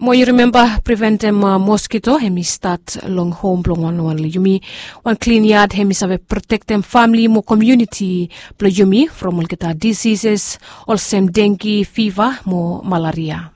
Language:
Bislama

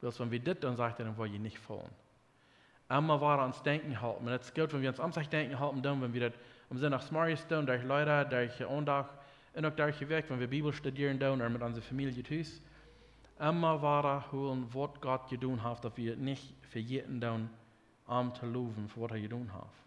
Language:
Plautdietsch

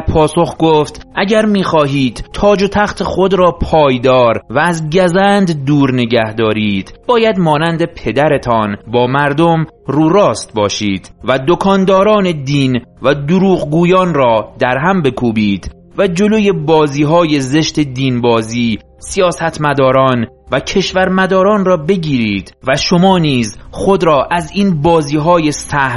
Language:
Persian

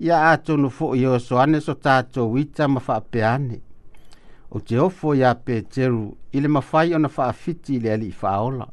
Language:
Samoan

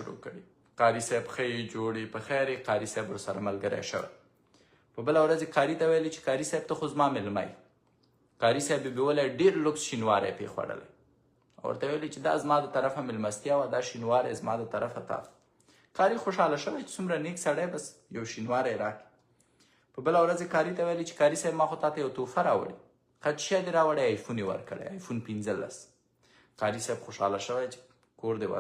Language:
Pashto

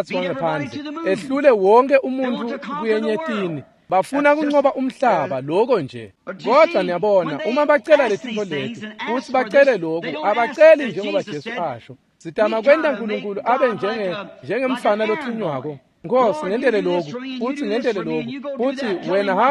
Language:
Swati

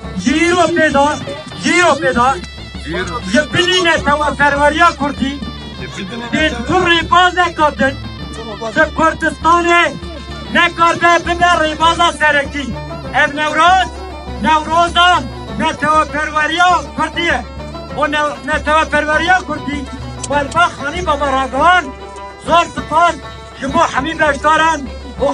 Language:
Kurdish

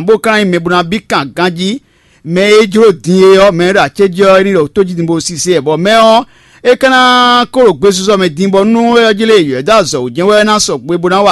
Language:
Fon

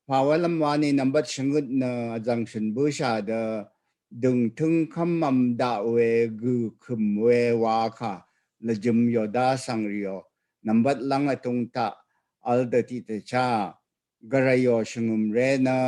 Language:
Rawang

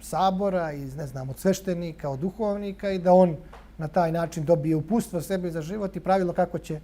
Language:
Bosnian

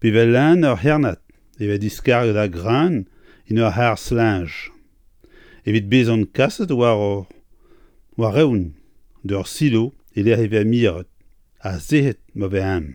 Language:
Breton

